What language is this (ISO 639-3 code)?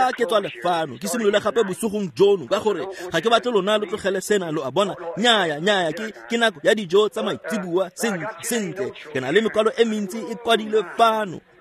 tsn